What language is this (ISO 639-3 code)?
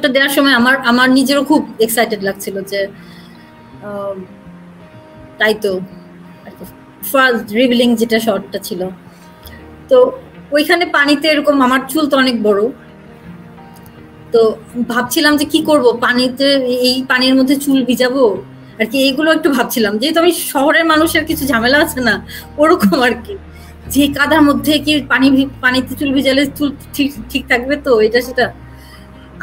ben